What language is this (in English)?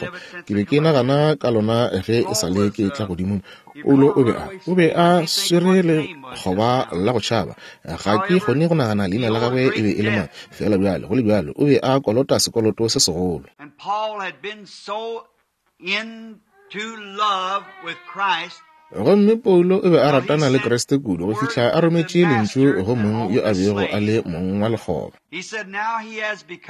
Northern Sotho